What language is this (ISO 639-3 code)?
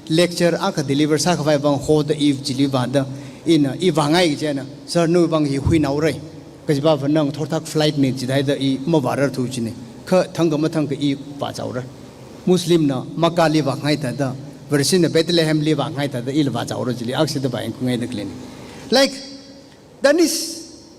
nmf